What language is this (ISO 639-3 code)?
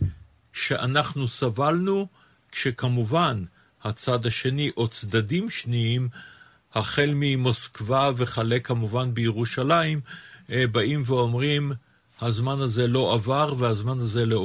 heb